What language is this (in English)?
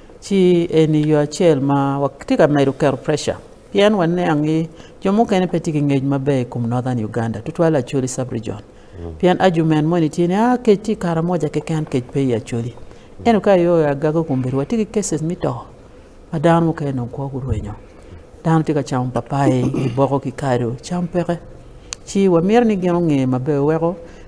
Acoli